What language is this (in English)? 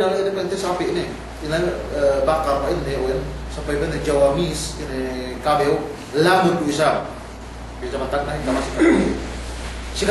Yakan